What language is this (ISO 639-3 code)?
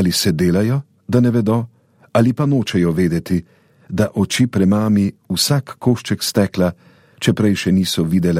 slv